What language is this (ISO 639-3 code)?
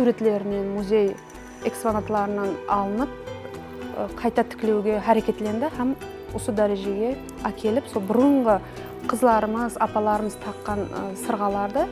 kaa